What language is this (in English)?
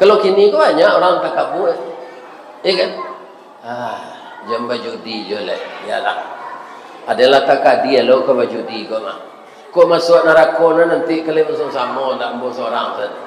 Minangkabau